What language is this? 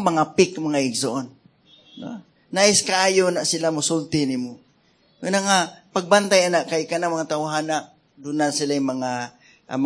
Cebuano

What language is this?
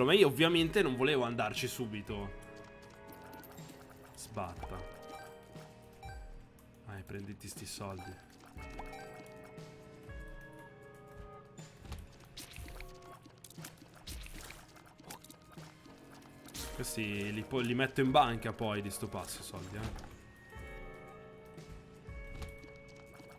Italian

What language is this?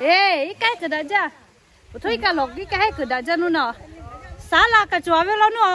Lahu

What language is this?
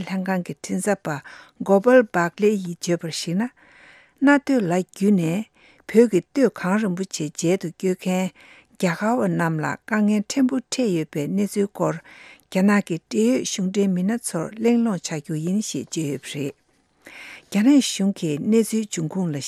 Tibetan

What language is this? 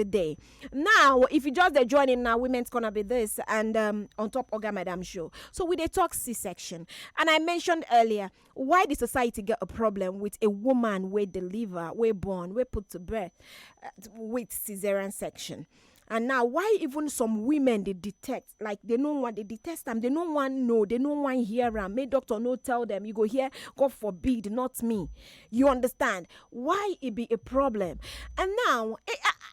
Nigerian Pidgin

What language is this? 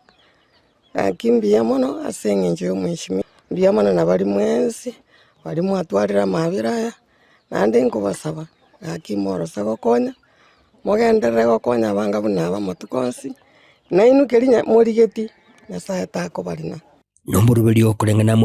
Gusii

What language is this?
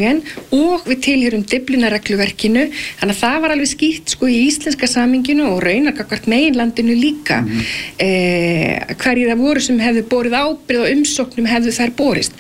Icelandic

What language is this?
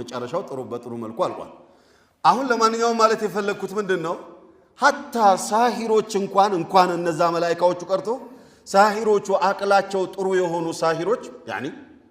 Amharic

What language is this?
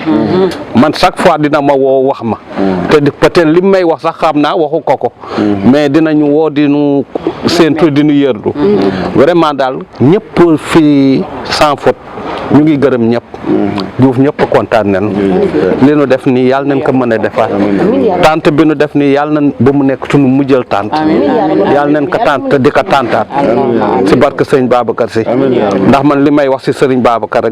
Wolof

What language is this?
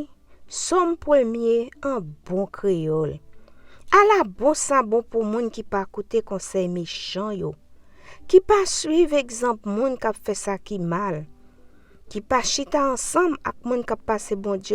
Haitian Creole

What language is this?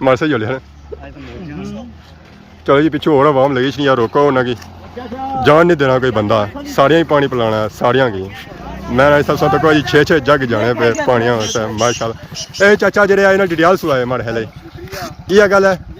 Pahari-Potwari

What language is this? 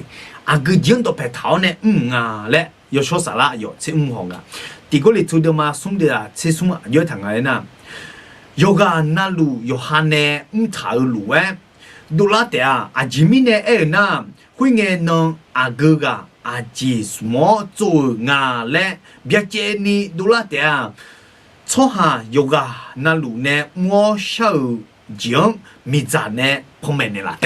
Akha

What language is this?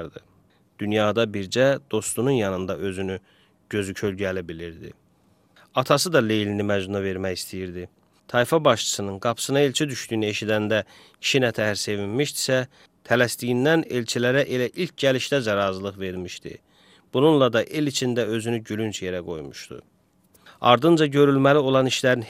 Azerbaijani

